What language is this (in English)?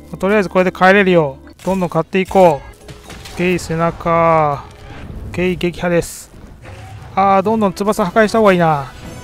Japanese